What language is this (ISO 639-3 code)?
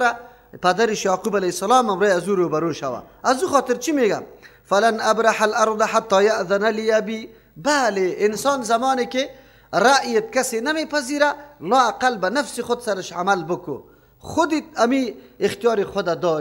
fas